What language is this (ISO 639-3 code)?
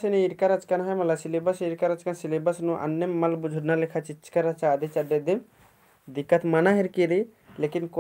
kru